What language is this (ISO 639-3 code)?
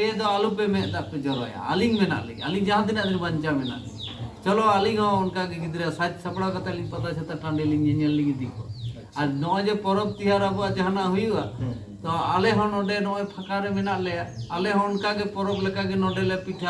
sat